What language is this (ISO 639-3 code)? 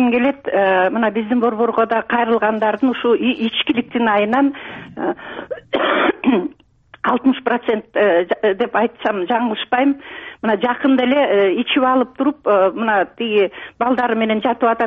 kir